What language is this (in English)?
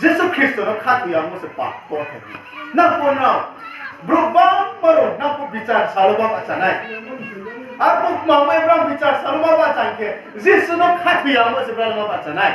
Riang (India)